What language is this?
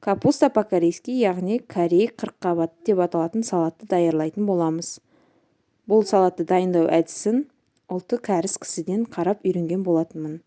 Kazakh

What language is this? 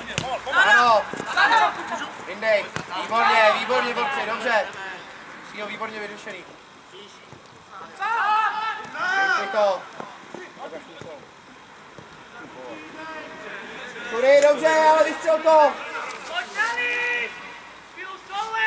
Czech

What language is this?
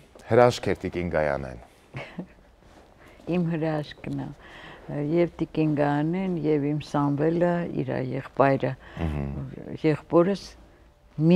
Armenian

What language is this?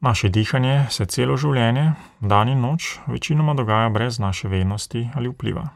Slovenian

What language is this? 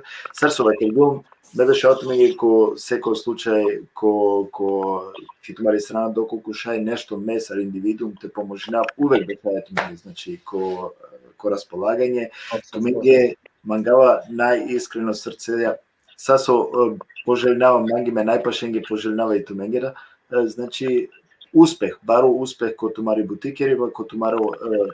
Balkan Romani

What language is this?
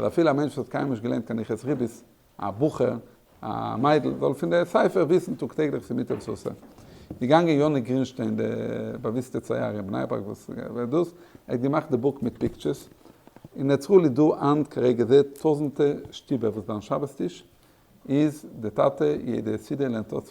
Yiddish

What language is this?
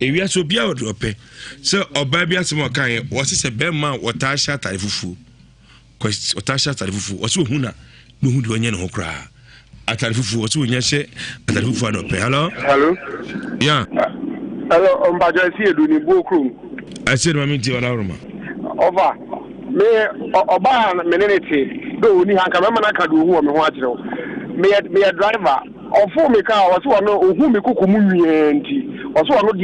Akan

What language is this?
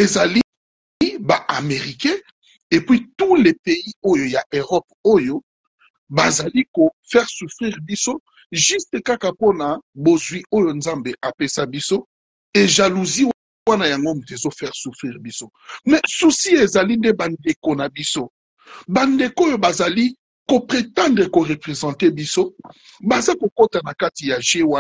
Lingala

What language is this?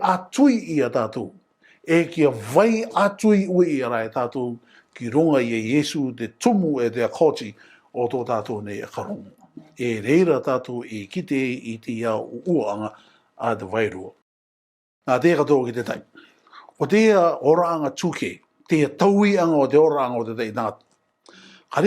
Rarotongan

